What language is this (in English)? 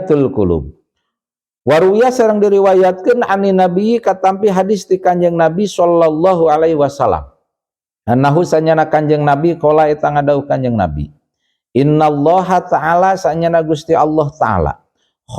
Sundanese